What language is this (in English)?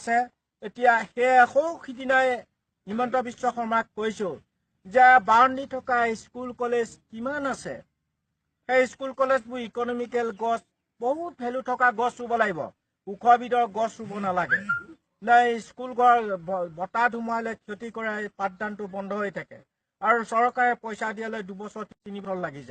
Assamese